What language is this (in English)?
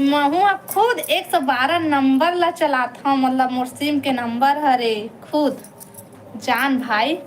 Chhattisgarhi